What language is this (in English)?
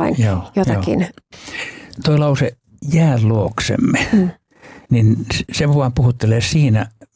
Finnish